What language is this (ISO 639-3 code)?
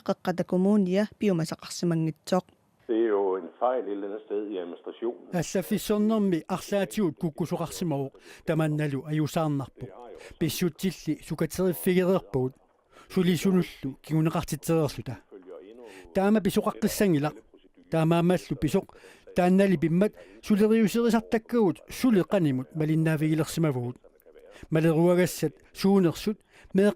kal